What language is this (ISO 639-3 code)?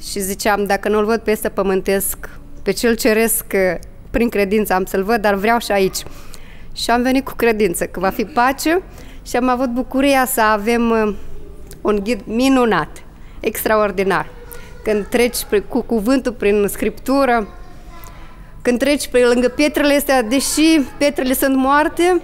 ron